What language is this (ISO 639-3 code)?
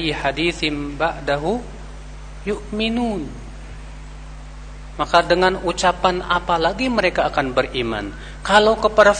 ind